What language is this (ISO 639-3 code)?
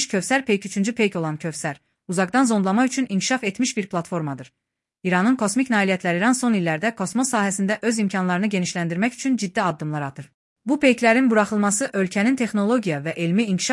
aze